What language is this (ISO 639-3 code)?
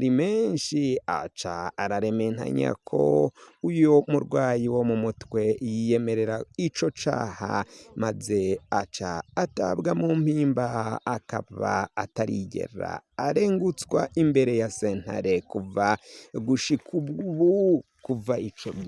run